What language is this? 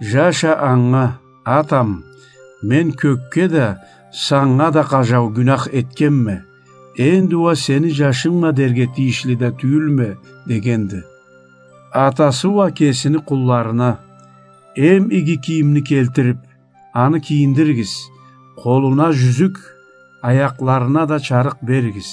Karachay-Balkar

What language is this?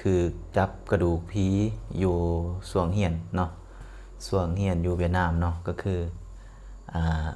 Lao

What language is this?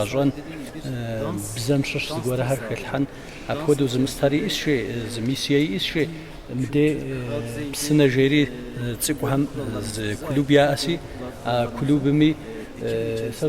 Kabardian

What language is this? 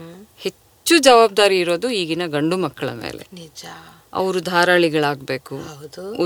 Kannada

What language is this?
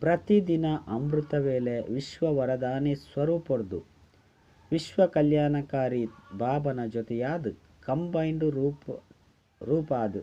Tulu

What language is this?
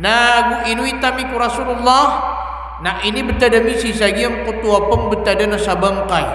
Maranao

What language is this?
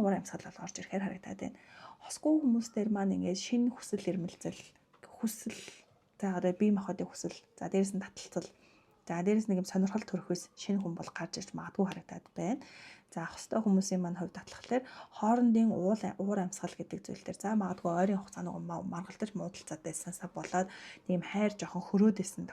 Mongolian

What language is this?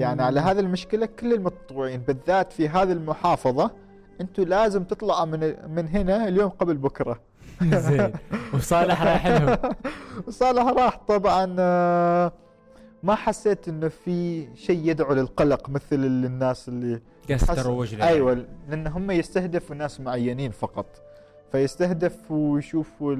Gulf Arabic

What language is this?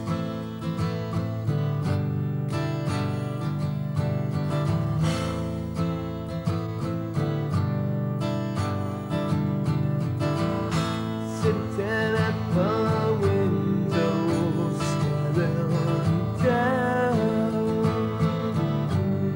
Russian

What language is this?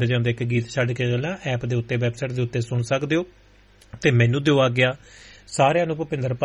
Punjabi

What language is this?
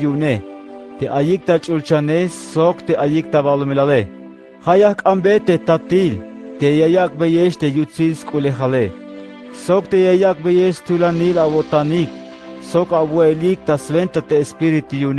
Tzeltal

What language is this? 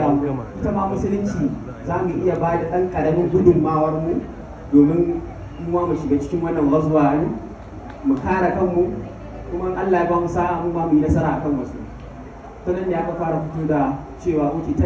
Hausa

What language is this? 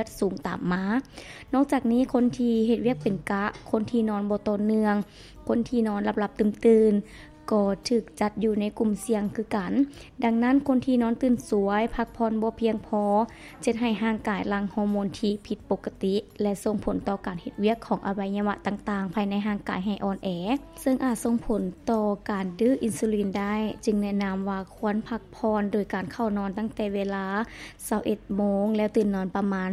Lao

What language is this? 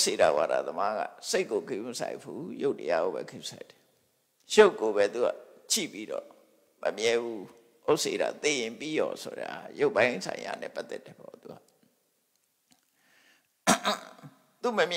Burmese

